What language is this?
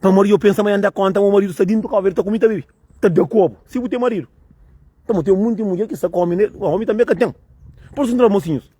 Kabuverdianu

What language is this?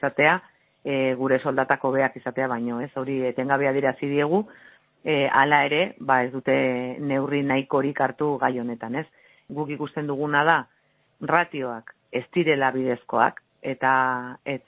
Basque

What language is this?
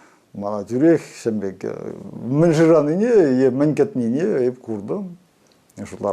Chuvash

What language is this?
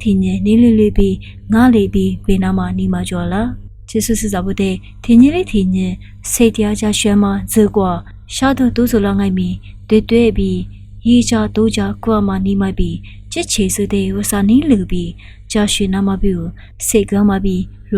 Lisu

